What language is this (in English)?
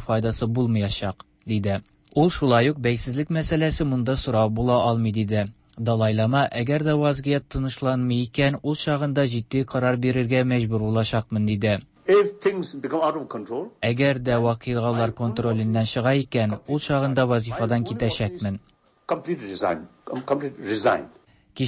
Tatar